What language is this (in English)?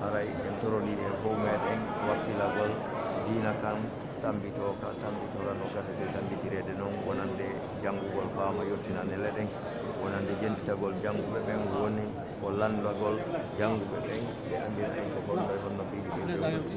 Fula